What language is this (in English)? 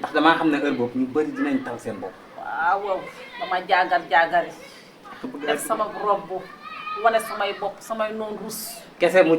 Wolof